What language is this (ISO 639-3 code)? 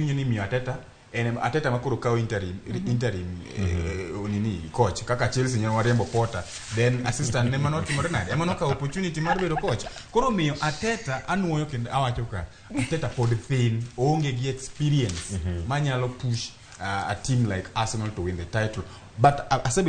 luo